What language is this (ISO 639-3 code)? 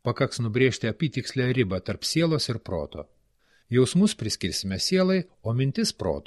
lit